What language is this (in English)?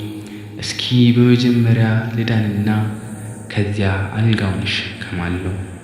Amharic